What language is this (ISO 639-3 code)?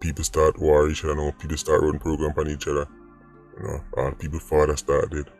jam